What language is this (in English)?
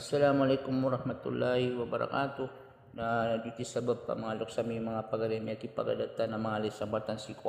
Maranao